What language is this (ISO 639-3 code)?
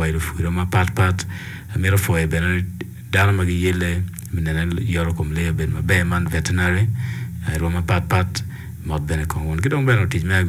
ach